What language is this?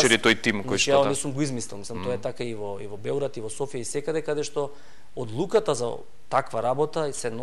Macedonian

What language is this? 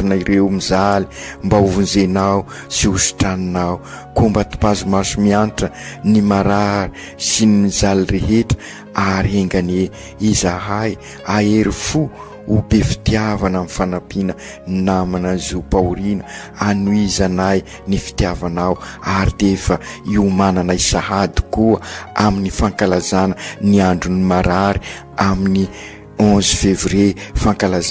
Malagasy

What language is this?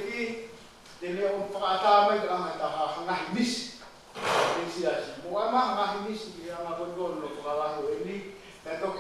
Tongan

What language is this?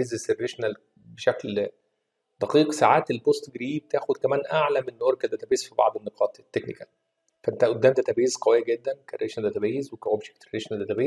Egyptian Arabic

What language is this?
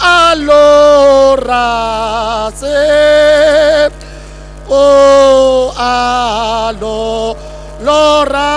Southern Sotho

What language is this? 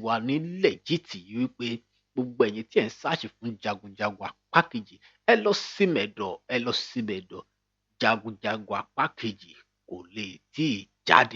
Yoruba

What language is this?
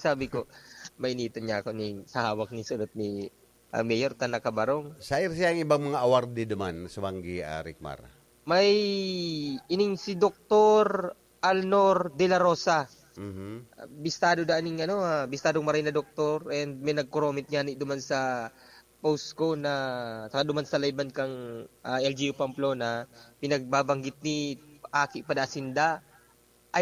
Bikol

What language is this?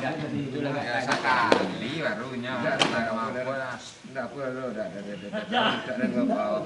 Minangkabau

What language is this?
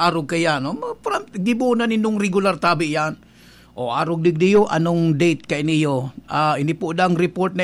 Bikol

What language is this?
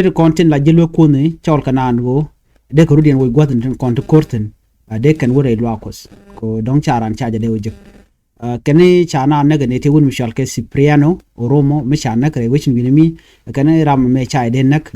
Nuer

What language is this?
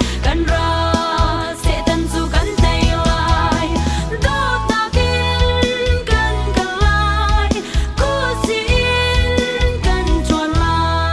Falam Chin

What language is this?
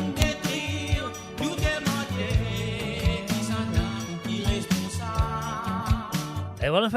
Morisyen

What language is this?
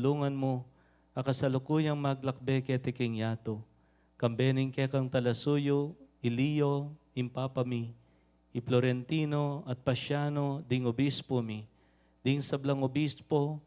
Pampanga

